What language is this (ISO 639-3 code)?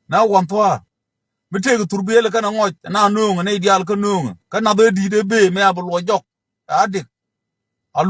nus